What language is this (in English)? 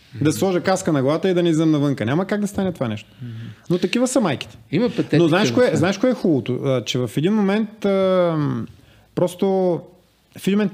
Bulgarian